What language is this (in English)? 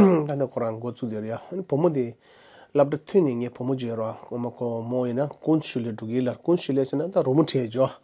Tibetan